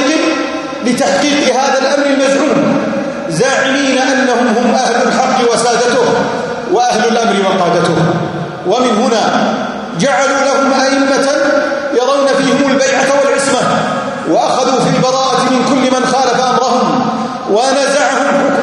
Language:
Arabic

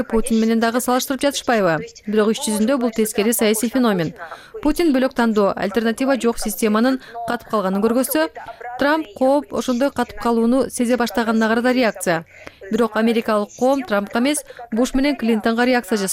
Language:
Kyrgyz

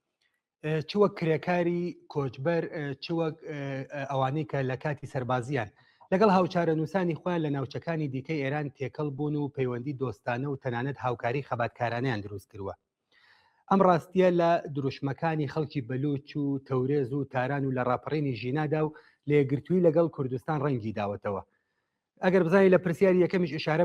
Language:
Central Kurdish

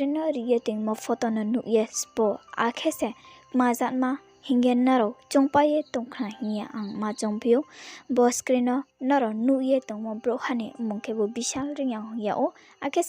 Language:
Riang (India)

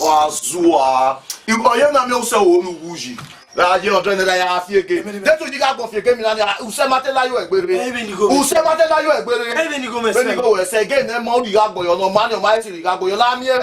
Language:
Bini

